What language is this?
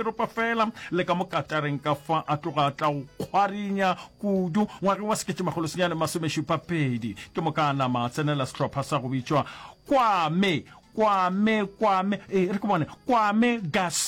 Northern Sotho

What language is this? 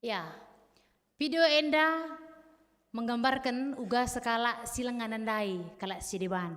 Batak Karo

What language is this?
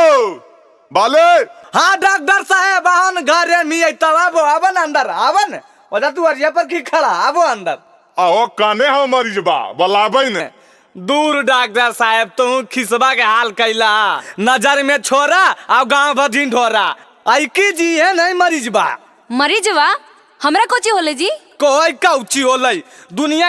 Magahi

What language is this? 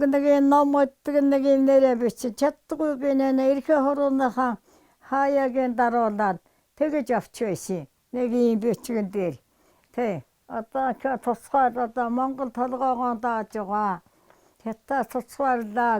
Mongolian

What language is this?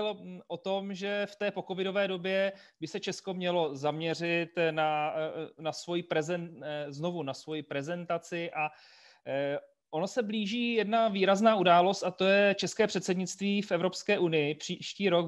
Czech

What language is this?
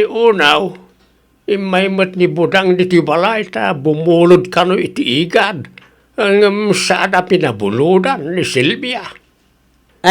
Iloko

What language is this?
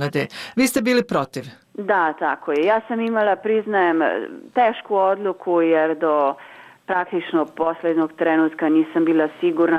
Bosnian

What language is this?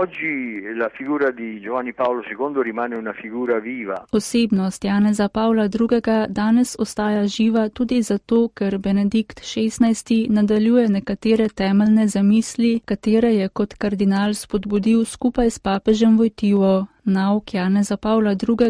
Slovenian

